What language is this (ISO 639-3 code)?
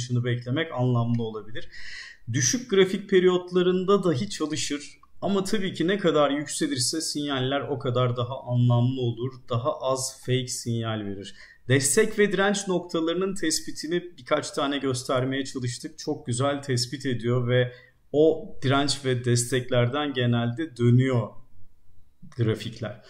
tur